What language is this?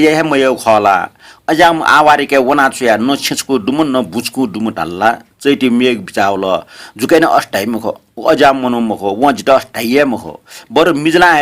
Newari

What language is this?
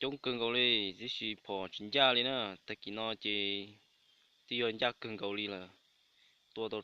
Hmong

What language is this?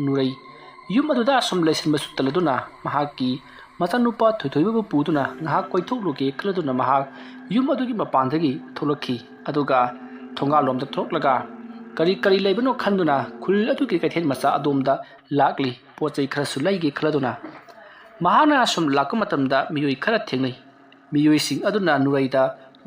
Manipuri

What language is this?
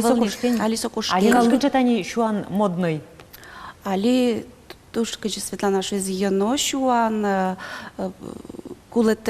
Udmurt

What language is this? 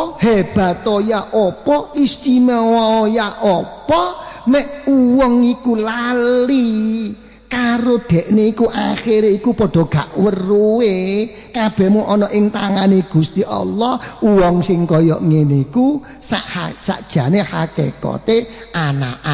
Javanese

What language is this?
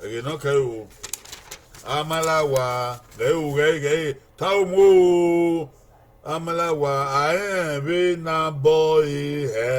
Bini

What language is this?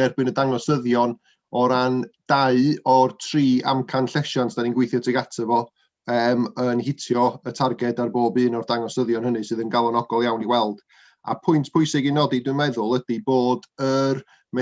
Welsh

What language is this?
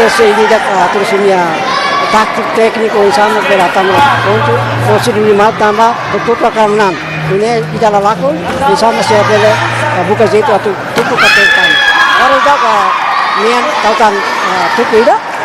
Tetum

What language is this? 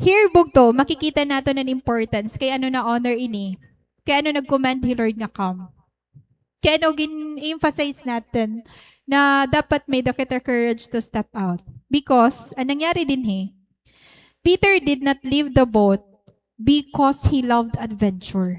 Waray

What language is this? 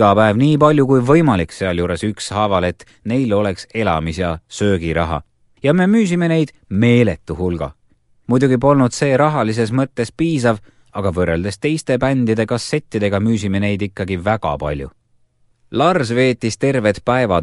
Estonian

